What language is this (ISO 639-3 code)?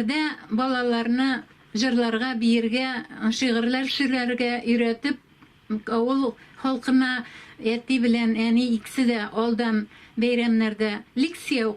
tat